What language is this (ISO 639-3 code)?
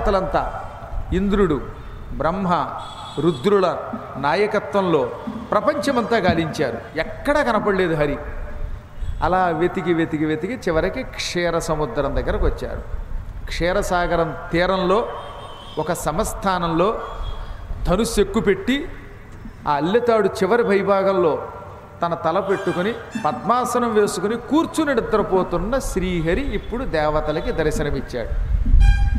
tel